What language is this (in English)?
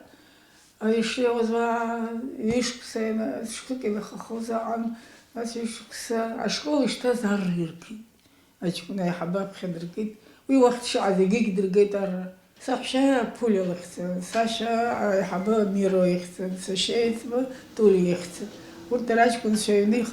Abkhazian